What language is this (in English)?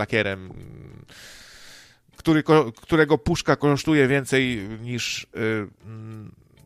Polish